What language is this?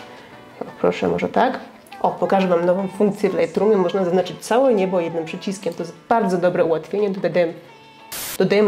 Polish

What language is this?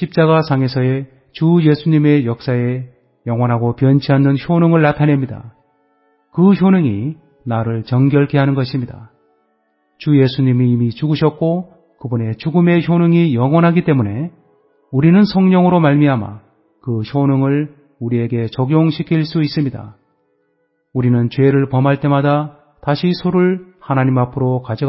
Korean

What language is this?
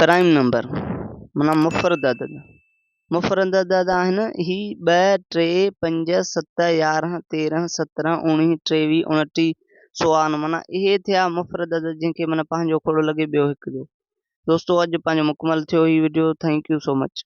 Sindhi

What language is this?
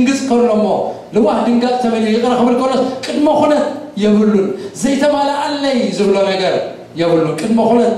Tigrinya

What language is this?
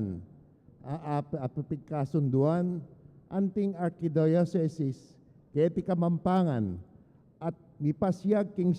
Pampanga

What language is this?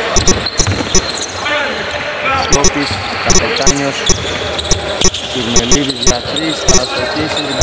Greek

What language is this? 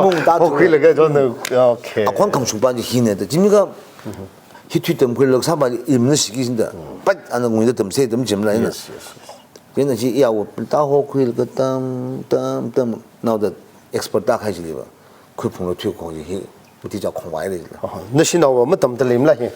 Tangkhul Naga (India)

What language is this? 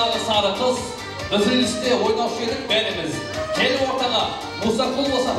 Kara-Kalpak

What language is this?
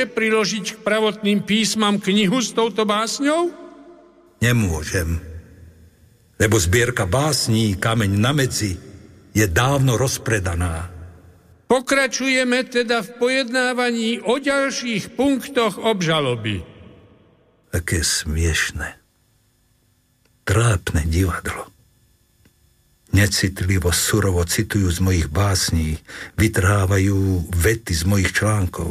Slovak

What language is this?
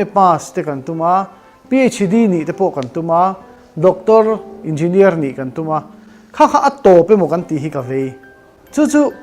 Mizo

